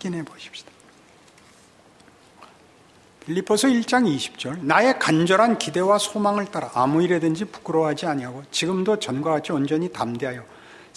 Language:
Korean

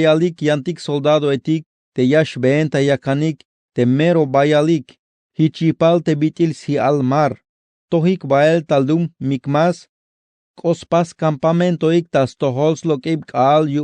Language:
Tzeltal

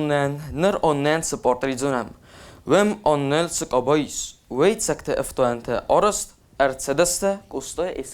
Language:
Ossetic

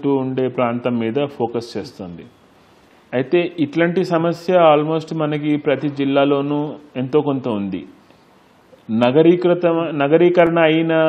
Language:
Telugu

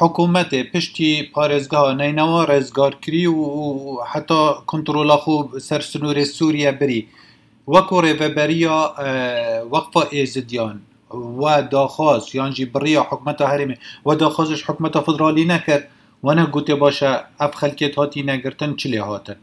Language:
Kurdish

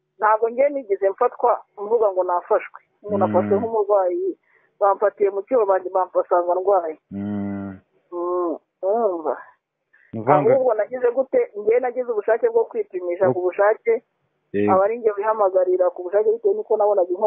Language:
Kinyarwanda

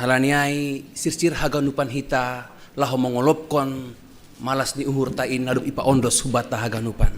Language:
Batak Simalungun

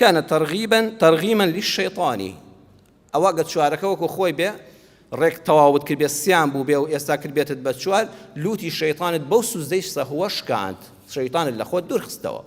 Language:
Central Kurdish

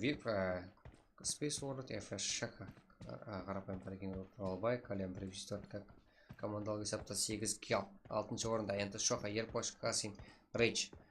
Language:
Kara-Kalpak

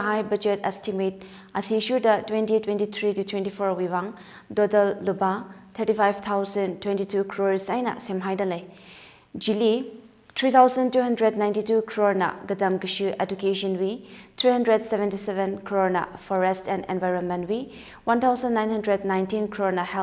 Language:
Tangkhul Naga (India)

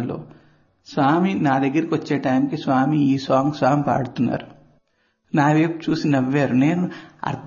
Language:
Telugu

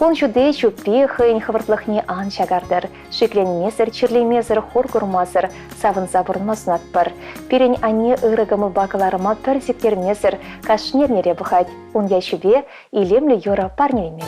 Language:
Chuvash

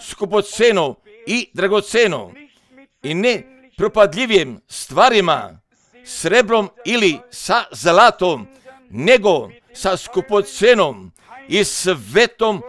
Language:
Serbian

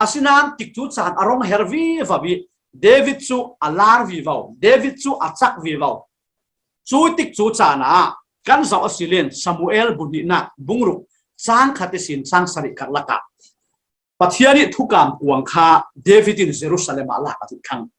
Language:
Falam Chin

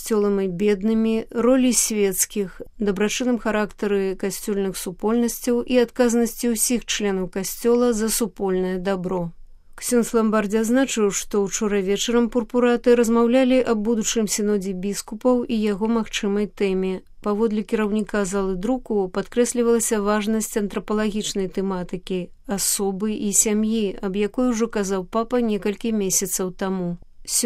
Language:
Belarusian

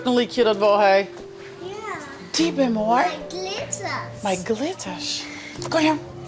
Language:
Western Frisian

